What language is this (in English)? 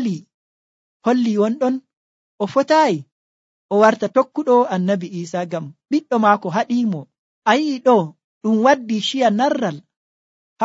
Nigerian Fulfulde